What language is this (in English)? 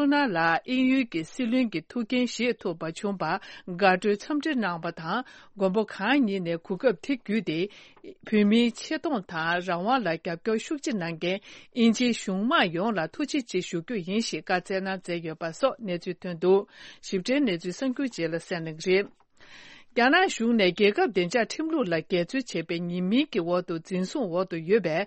Tibetan